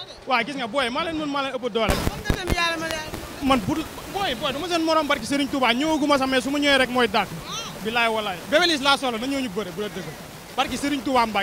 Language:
Wolof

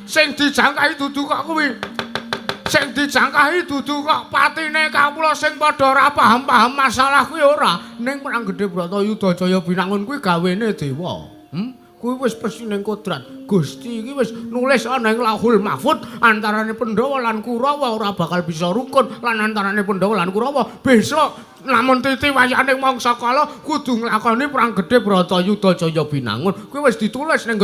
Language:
Javanese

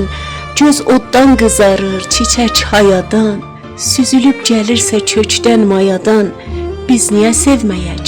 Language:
South Azerbaijani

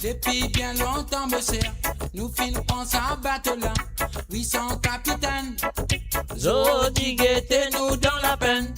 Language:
Morisyen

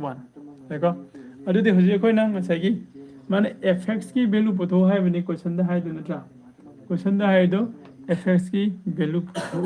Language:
Manipuri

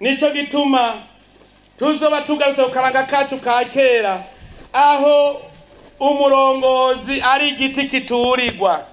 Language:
Rundi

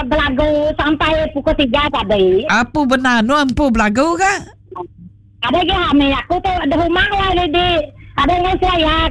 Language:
Iban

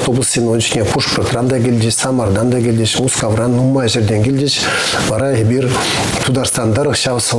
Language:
Chuvash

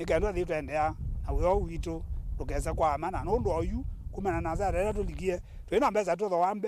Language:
Kamba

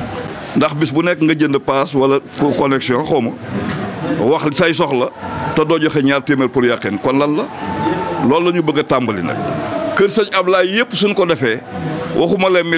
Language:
Wolof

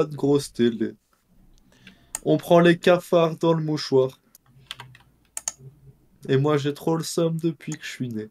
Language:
French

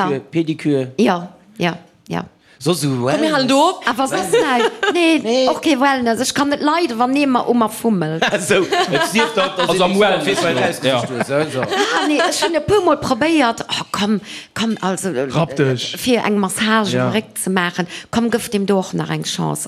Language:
Luxembourgish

